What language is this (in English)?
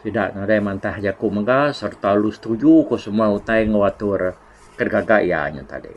Iban